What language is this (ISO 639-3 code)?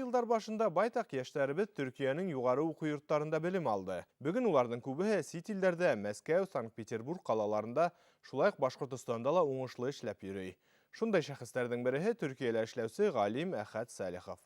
bak